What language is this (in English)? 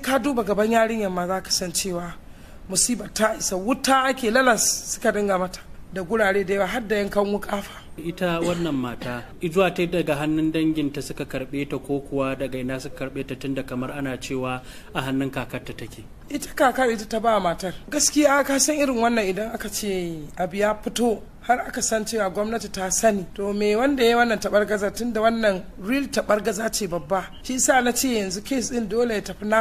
Hausa